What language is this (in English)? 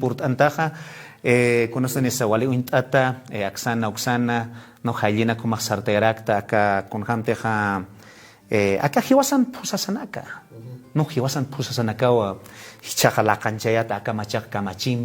Aymara